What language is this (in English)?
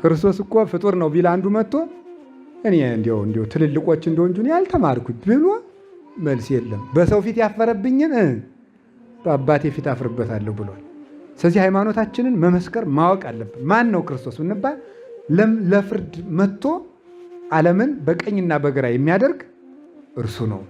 Amharic